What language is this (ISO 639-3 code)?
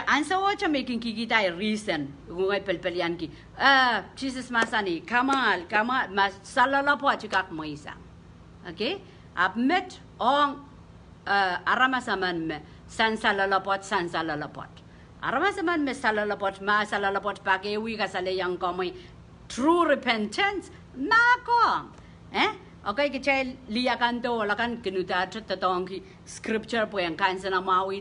pon